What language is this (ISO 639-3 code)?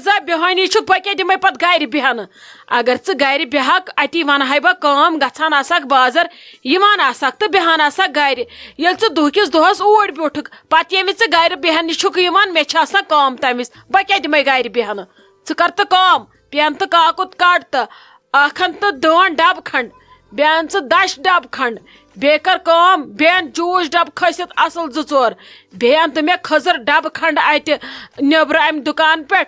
kas